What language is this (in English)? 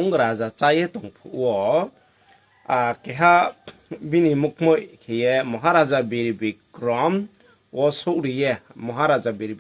Riang (India)